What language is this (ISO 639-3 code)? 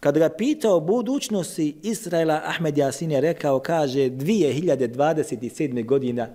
bos